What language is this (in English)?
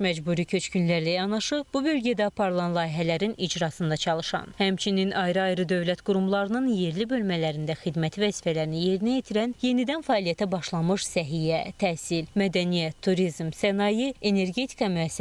Azerbaijani